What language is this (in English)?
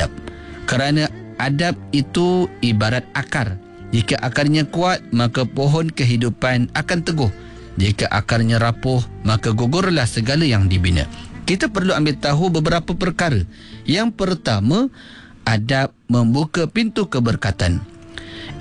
Malay